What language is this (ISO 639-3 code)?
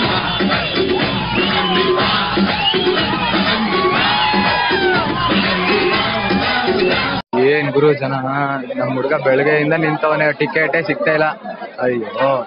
kan